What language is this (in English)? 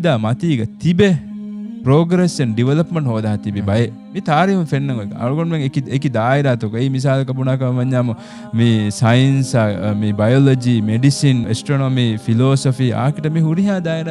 Divehi